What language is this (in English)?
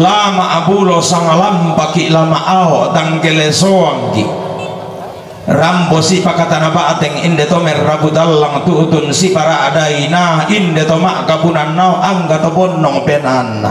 Toraja-Sa'dan